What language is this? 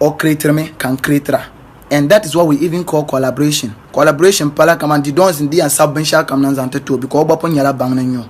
Dagbani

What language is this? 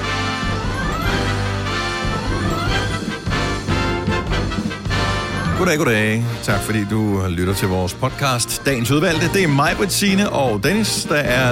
Danish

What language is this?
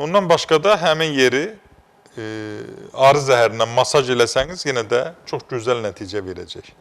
Azerbaijani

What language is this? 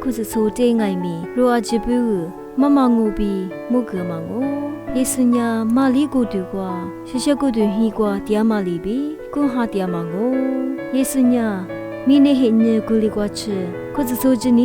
Lisu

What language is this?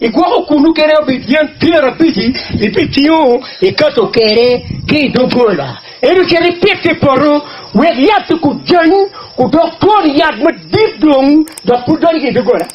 Acoli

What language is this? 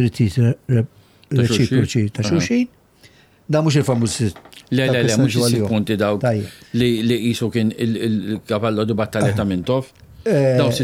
Maltese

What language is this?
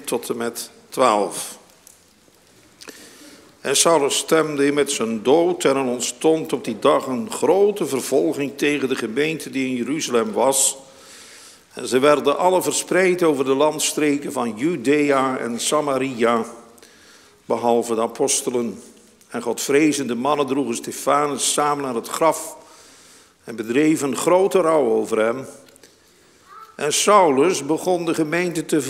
Dutch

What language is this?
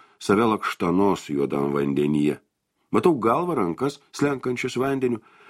Lithuanian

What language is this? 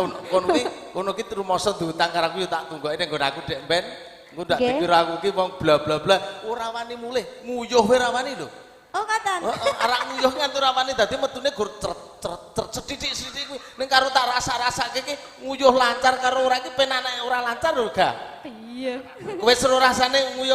Javanese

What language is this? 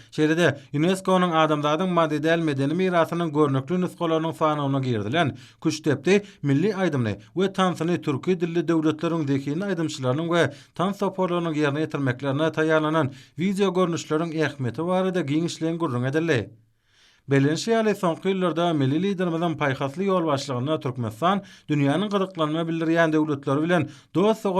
Turkmen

